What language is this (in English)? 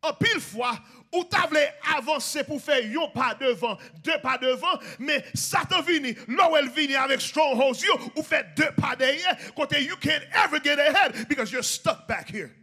Haitian Creole